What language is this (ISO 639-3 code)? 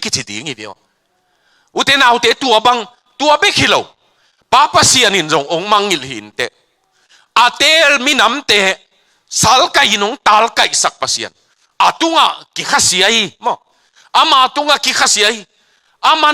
ctd